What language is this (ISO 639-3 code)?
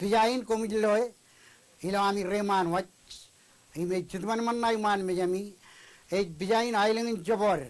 mah